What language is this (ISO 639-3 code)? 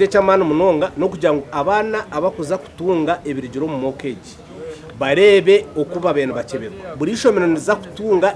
nyn